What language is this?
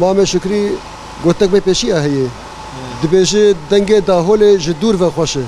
Kurdish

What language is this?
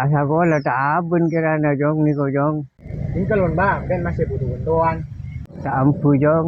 Madurese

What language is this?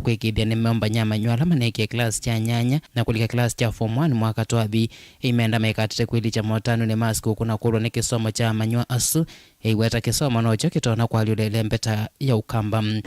Kamba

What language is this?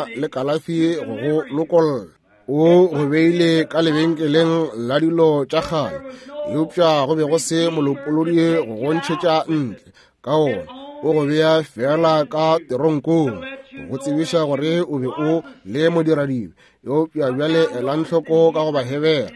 Northern Sotho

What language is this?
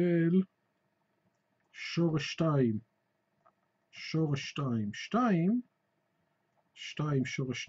Hebrew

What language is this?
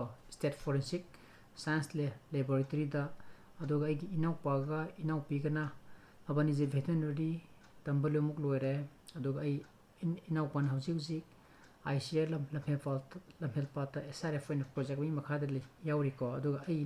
Manipuri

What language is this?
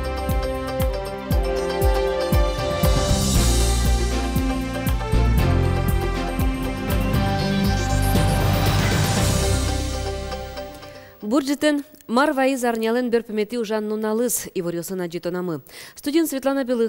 Udmurt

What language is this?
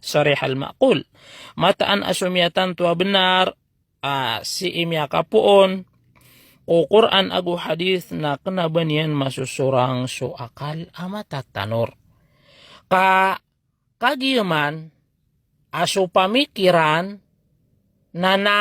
Maranao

